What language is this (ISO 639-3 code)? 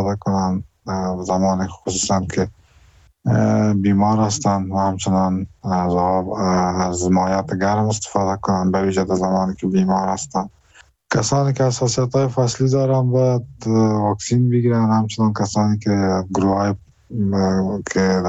fas